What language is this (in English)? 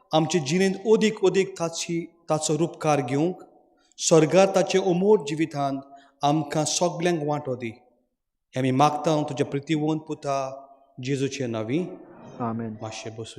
Konkani